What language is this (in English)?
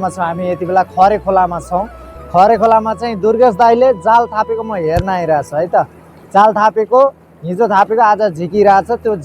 Nepali